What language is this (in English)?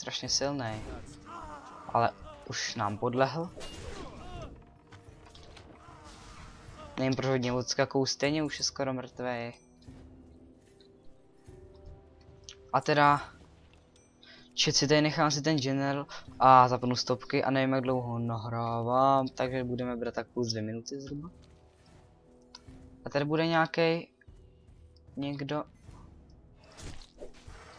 Czech